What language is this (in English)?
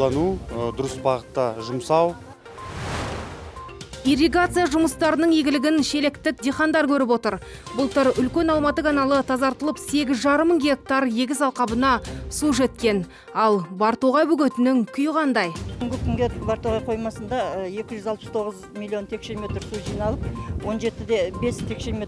Kazakh